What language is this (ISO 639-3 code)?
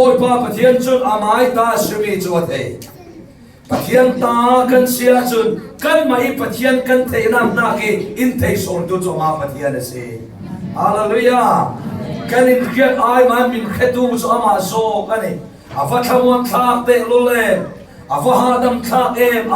cfm